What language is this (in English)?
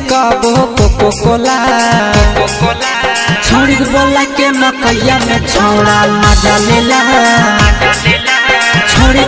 Bhojpuri